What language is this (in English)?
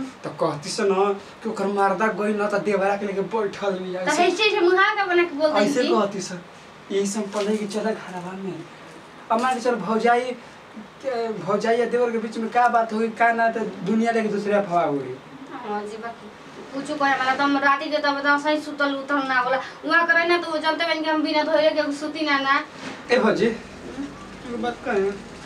Bhojpuri